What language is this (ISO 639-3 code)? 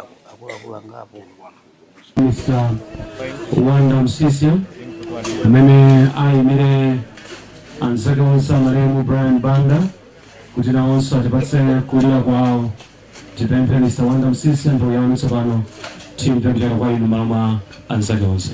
nya